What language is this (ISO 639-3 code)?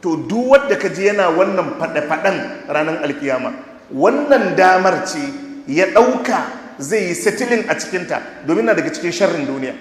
hau